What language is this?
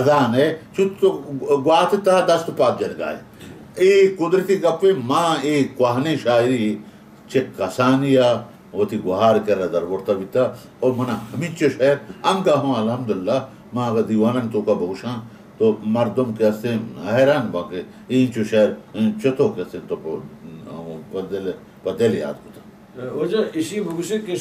Baluchi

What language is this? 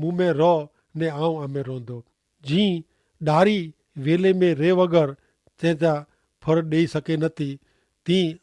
Kachhi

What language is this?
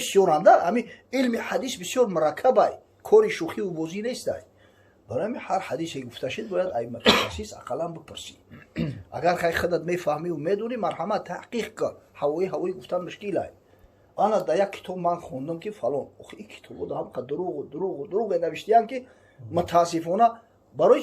Tajik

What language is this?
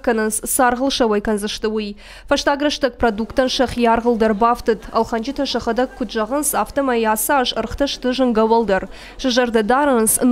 Ossetic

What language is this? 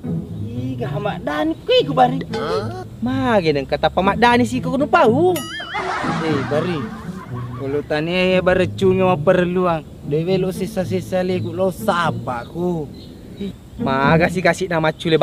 Buginese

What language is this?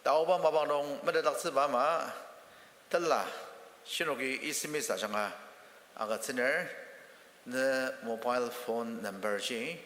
Ao Naga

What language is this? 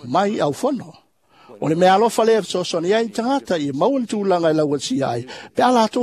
Samoan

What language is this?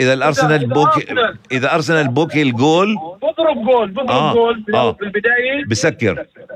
North Levantine Arabic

